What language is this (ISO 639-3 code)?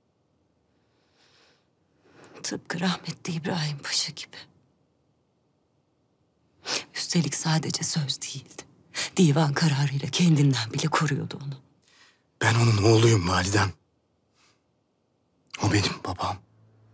tur